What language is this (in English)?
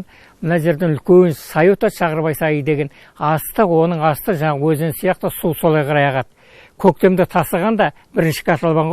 Kazakh